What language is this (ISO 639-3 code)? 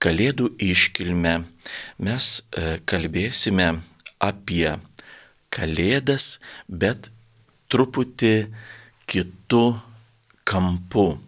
lit